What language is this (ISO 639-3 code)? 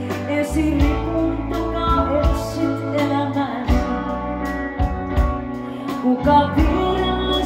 fin